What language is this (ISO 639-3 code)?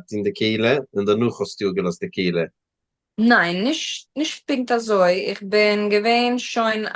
yid